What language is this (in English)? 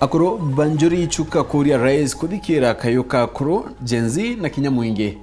Meru